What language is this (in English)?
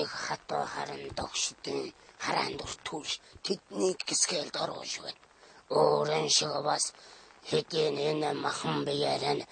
Mongolian